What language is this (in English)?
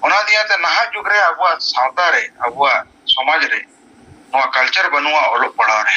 Santali